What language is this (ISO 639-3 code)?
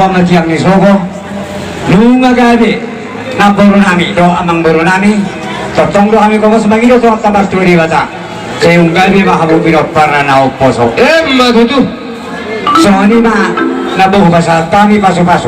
bbc